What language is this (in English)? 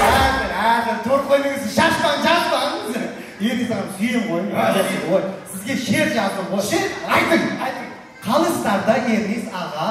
Kara-Kalpak